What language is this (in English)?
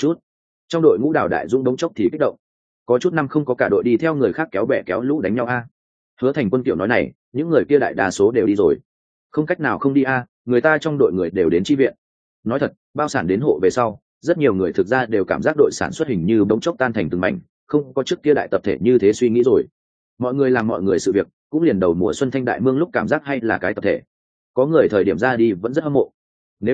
Vietnamese